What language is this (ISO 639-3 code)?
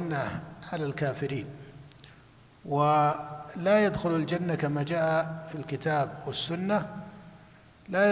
ara